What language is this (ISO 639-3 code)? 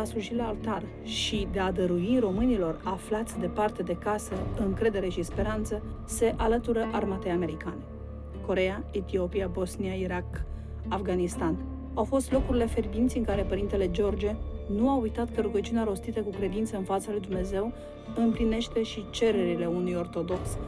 ron